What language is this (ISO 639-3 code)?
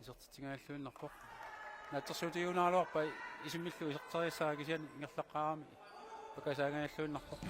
kal